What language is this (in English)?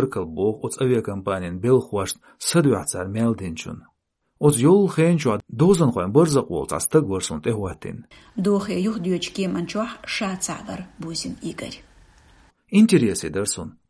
Chechen